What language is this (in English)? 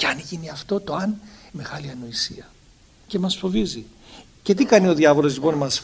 Greek